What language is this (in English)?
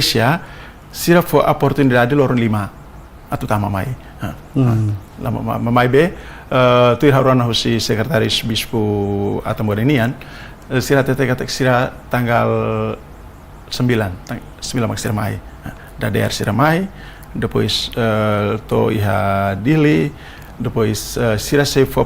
Tetum